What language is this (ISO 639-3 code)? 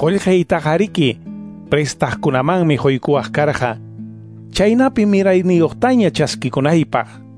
que